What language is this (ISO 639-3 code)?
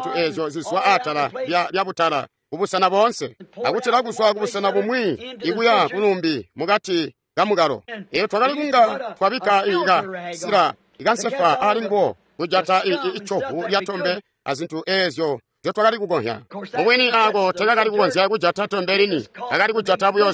toi